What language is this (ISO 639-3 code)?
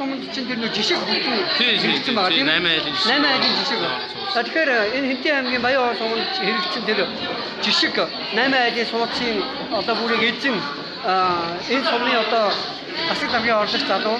mon